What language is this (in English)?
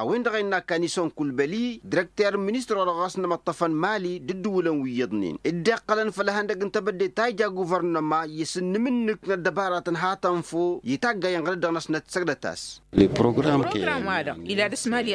Tamasheq